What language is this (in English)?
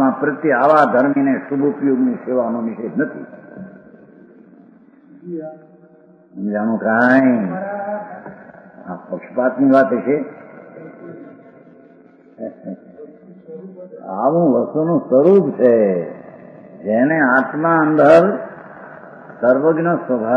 Gujarati